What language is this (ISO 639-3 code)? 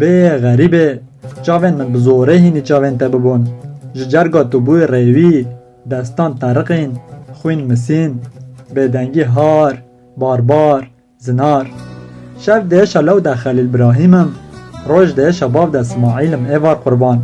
kur